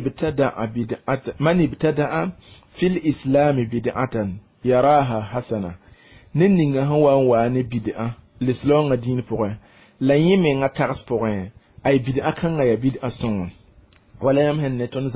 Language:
Mossi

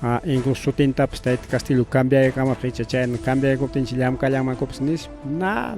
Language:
Ayacucho Quechua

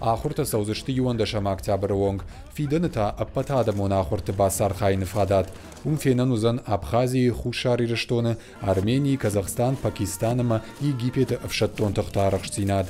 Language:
Ossetic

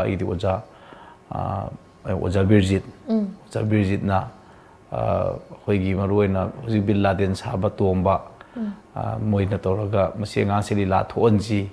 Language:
Manipuri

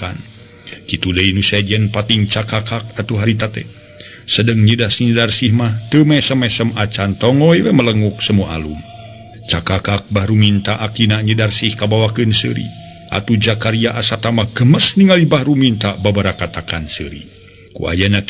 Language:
Sundanese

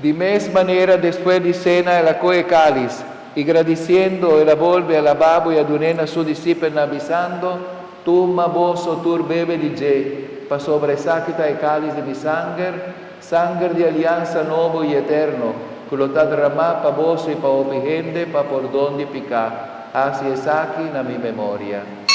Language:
Papiamento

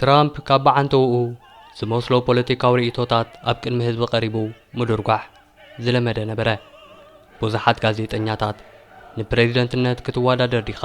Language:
Tigrinya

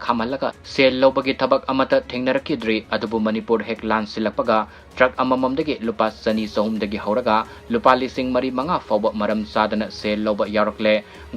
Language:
Manipuri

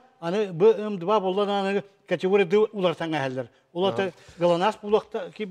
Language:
Yakut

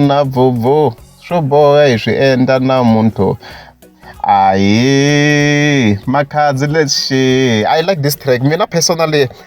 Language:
Tsonga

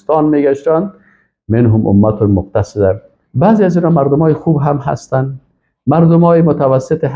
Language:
Persian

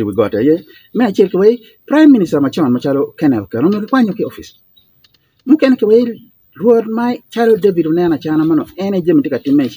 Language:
Acoli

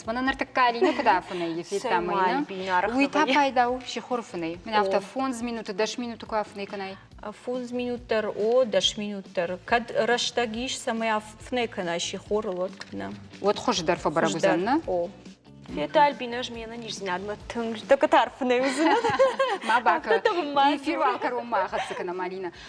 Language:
Ossetic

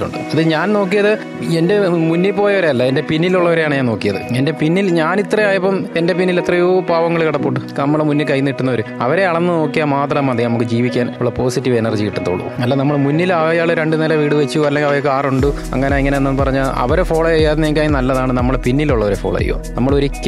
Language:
Malayalam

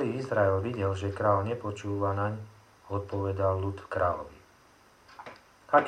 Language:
Slovak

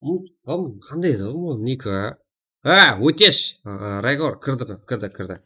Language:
Kara-Kalpak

